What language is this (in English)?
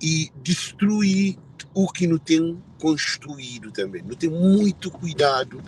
Kabuverdianu